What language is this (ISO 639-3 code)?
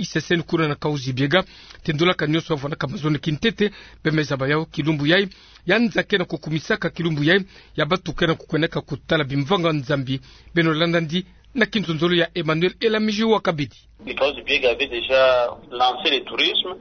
ktu